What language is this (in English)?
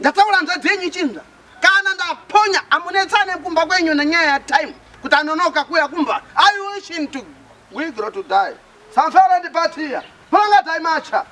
Shona